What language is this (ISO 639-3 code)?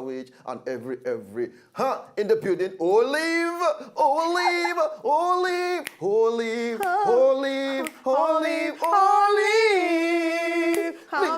pcm